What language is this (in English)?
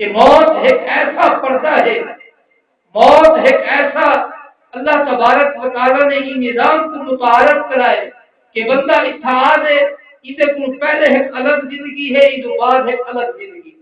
Saraiki